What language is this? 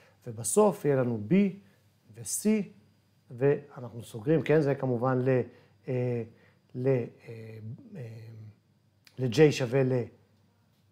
Hebrew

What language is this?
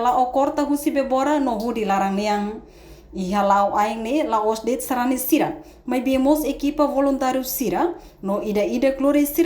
Tetum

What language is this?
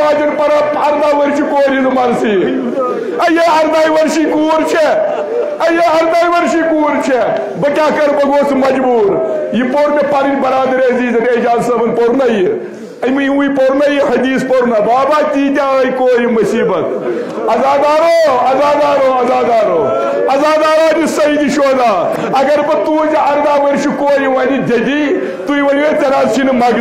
Kashmiri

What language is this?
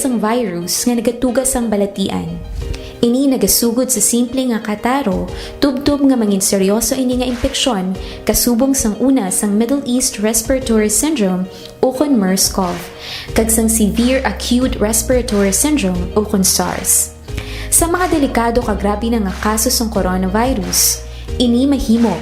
Hiligaynon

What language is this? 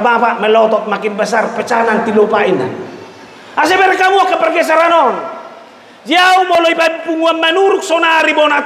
Batak Toba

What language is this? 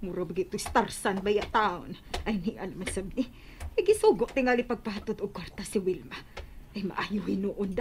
Cebuano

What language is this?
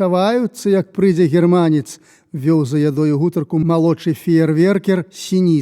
Belarusian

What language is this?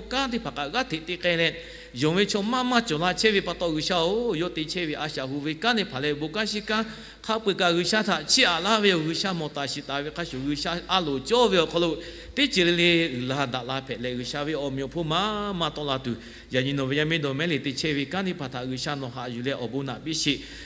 Lahu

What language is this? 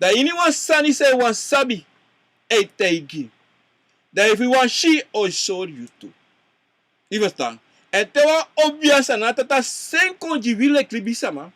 Sranan Tongo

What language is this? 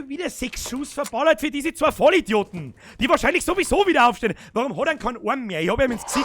Bavarian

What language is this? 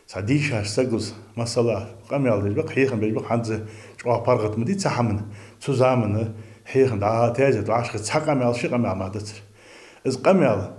Ingush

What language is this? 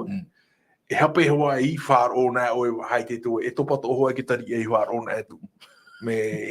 Tahitian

